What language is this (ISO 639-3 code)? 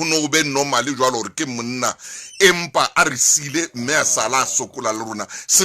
sot